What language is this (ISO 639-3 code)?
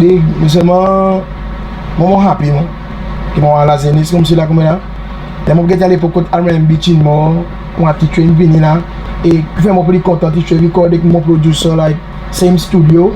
crs